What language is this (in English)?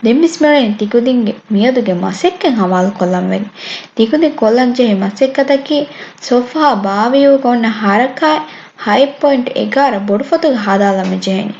Divehi